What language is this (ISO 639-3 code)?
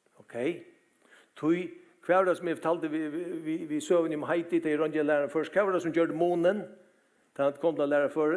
fao